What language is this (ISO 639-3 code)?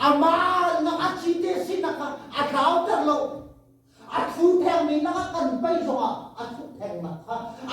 cnh